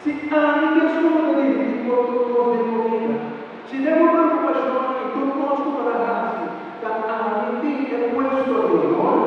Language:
Papiamento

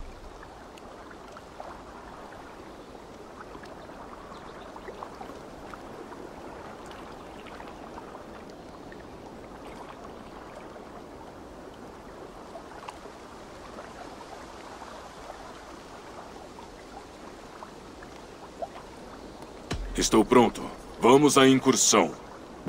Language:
Portuguese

